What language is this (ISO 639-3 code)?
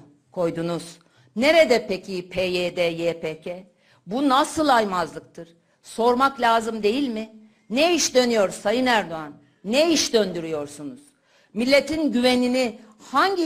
tur